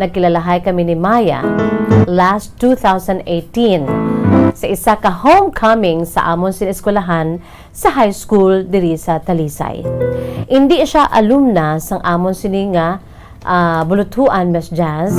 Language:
Hiligaynon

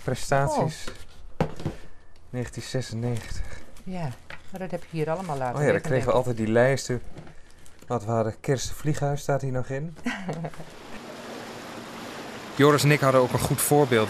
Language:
Dutch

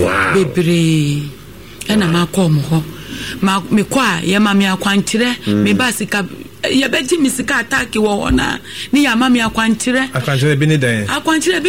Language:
Akan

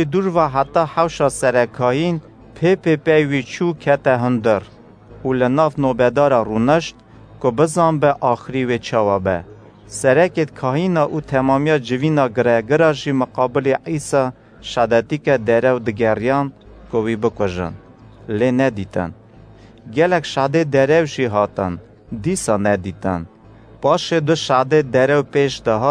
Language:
Kurdish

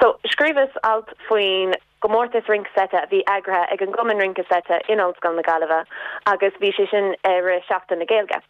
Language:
Irish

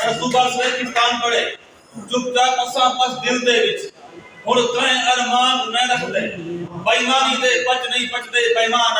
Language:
Saraiki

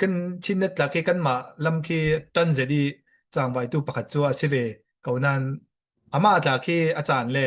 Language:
Falam Chin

